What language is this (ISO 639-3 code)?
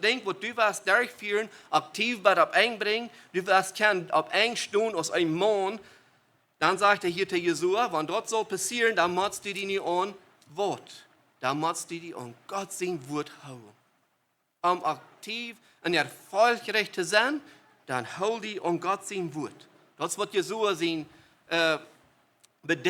pdt